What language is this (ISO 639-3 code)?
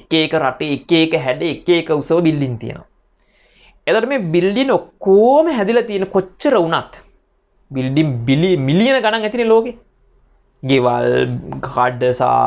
sin